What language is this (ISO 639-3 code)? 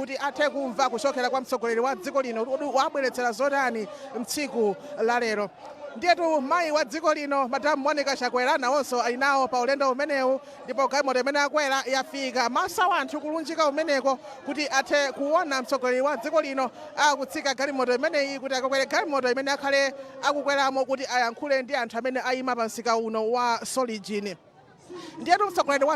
nya